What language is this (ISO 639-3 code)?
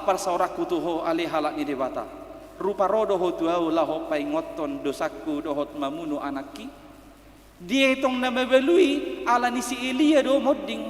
bbc